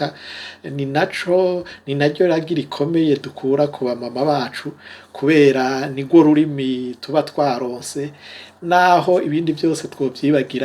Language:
Rundi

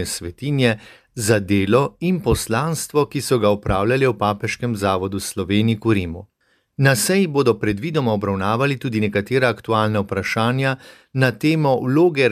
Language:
Slovenian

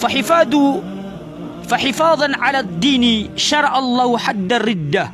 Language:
Maranao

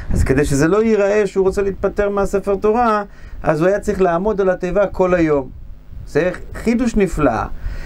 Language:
Hebrew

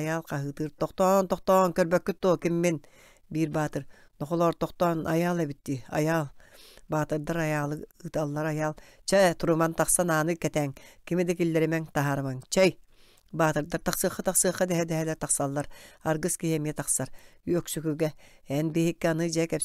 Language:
Yakut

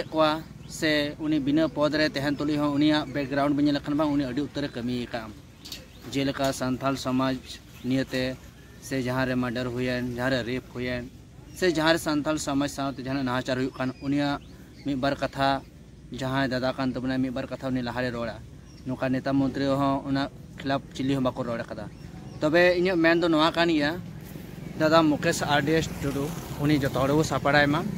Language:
Santali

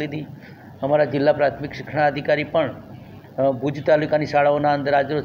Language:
Gujarati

